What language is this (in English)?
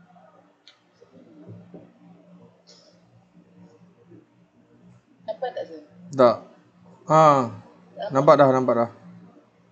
Malay